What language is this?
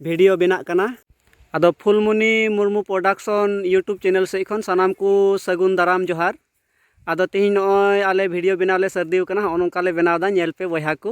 Santali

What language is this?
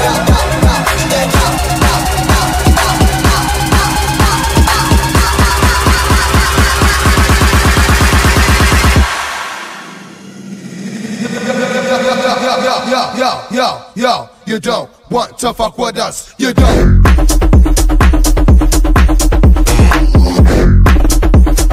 English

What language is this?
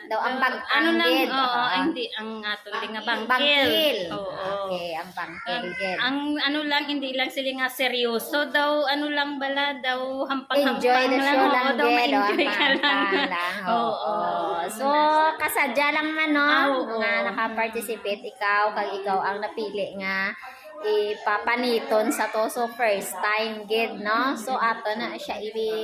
Hiligaynon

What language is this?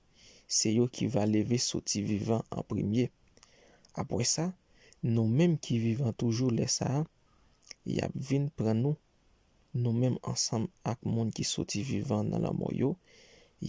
Haitian Creole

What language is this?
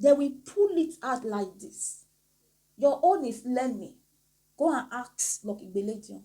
Nigerian Pidgin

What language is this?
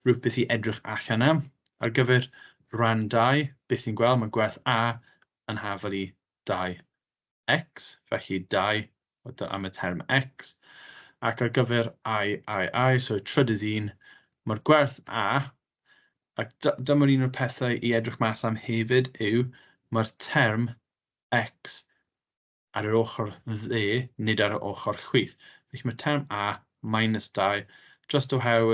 Welsh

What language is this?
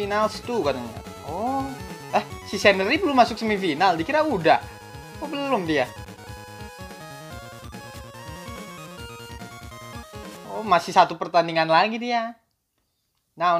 Indonesian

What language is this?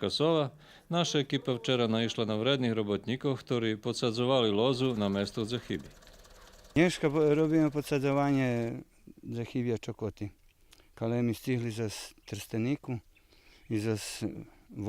Rusyn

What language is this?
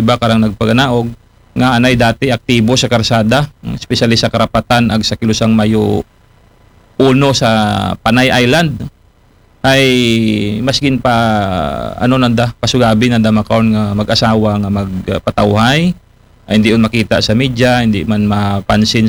Aklanon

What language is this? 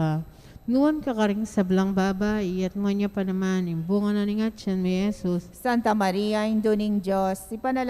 Pampanga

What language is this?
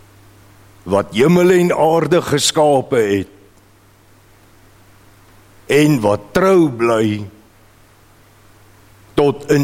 Afrikaans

